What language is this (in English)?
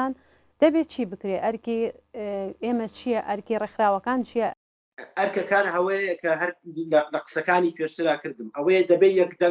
Central Kurdish